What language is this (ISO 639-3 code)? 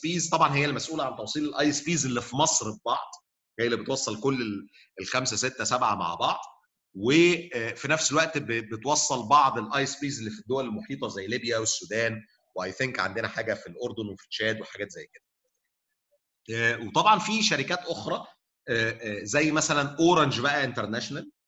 arz